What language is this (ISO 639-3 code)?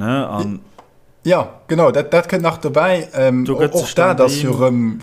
ltz